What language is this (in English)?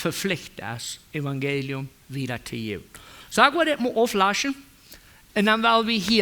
Plautdietsch